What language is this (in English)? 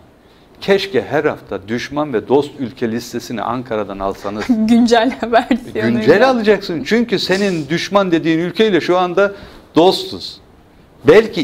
Turkish